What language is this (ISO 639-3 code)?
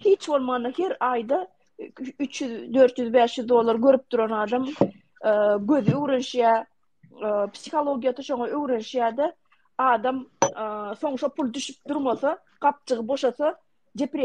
tuk